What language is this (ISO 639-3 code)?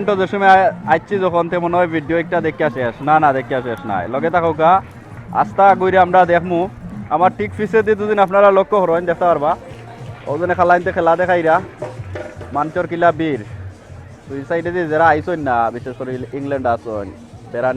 syl